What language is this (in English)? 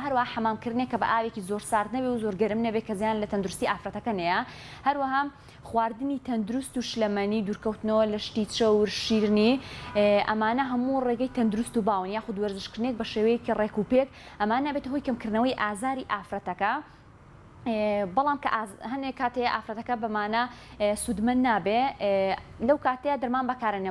Central Kurdish